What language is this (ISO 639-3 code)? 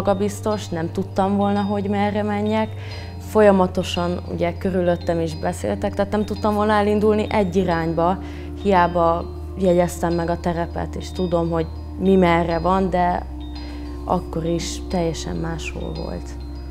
hun